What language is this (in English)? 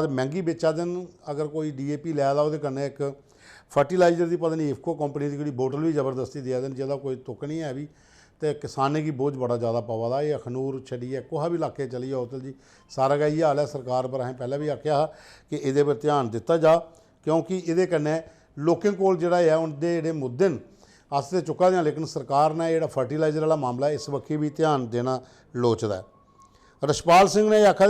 Dogri